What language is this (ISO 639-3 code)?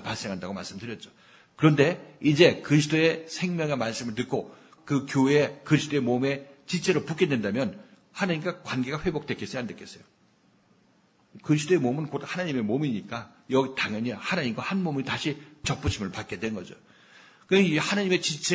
kor